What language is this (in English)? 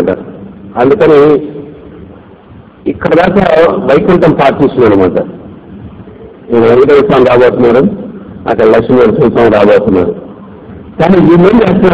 Telugu